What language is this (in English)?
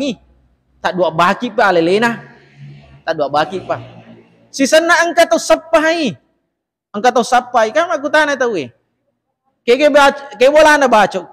Buginese